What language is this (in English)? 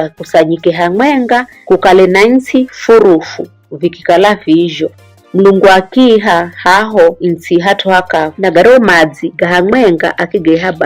Giryama